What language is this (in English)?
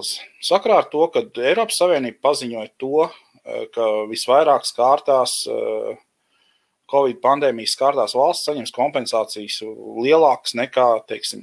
Latvian